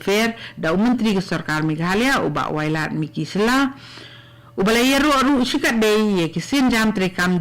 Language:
Khasi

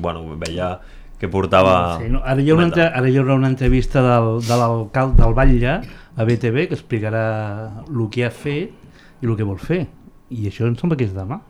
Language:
Catalan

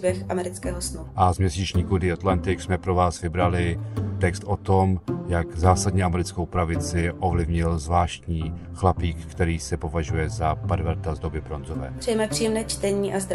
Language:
Czech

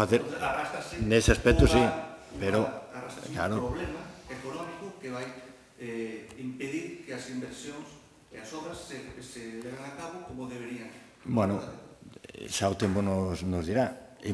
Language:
Galician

